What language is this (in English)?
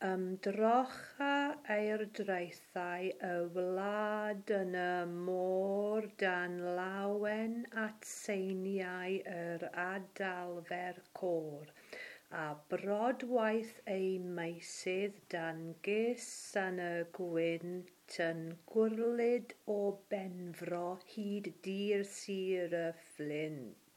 Welsh